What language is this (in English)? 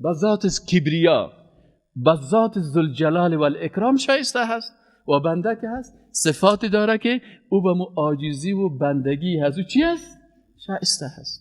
Persian